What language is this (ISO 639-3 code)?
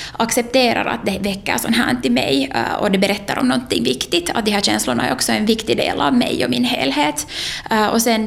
swe